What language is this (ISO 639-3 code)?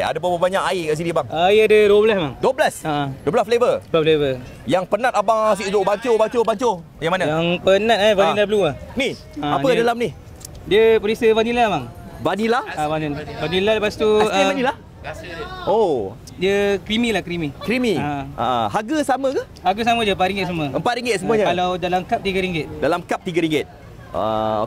msa